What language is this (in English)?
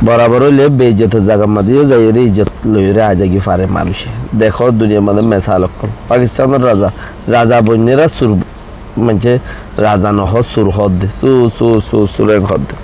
Rohingya